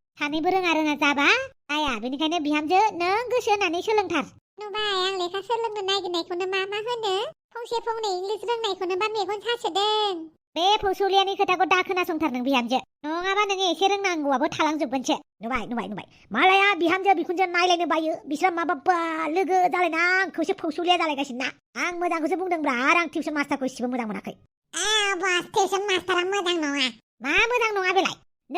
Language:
Bodo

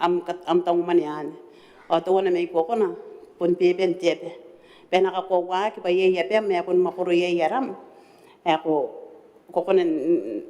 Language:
Gilbertese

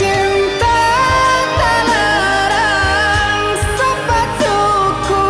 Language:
Minangkabau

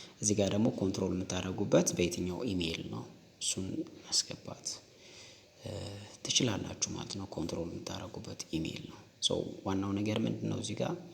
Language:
Amharic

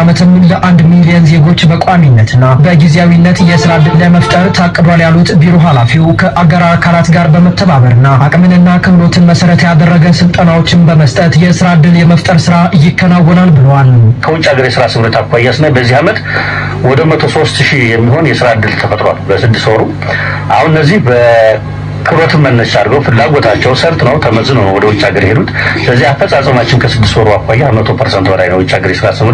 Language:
Amharic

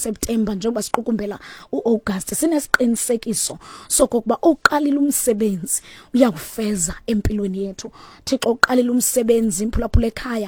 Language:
Xhosa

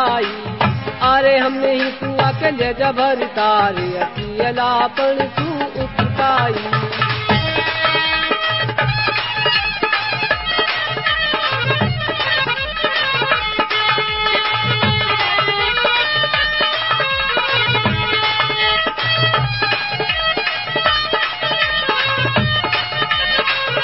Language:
Bhojpuri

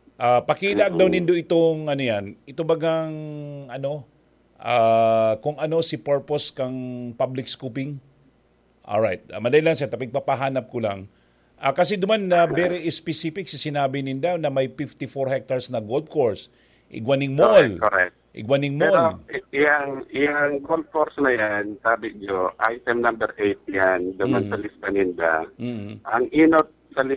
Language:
Bikol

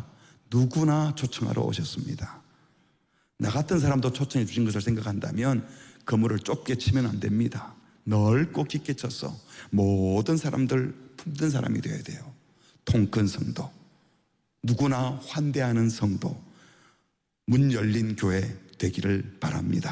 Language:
Korean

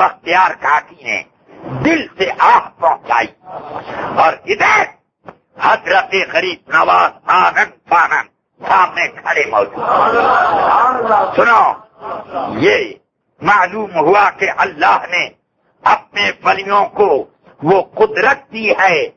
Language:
Urdu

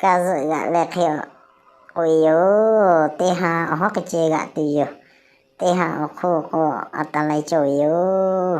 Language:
Lahu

